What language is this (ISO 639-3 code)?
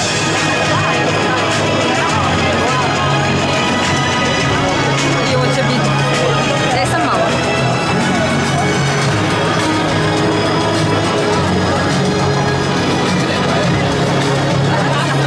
hrv